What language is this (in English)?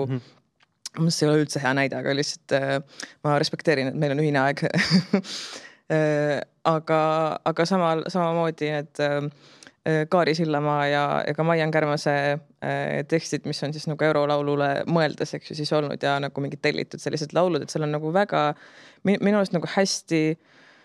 Estonian